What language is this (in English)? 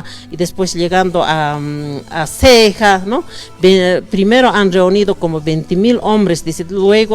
Aymara